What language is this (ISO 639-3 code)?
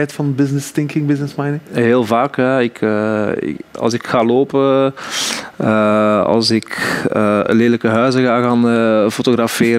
nld